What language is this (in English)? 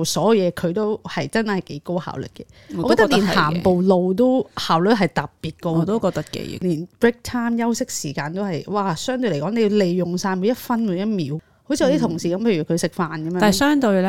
Cantonese